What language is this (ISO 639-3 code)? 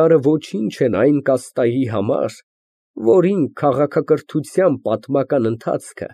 hye